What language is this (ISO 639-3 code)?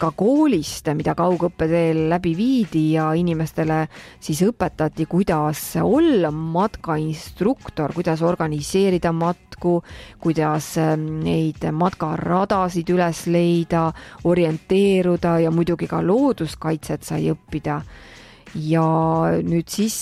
est